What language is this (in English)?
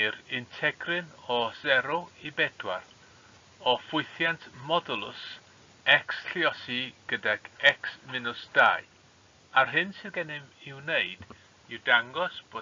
Welsh